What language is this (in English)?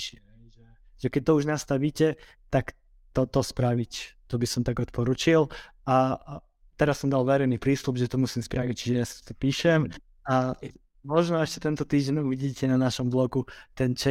Slovak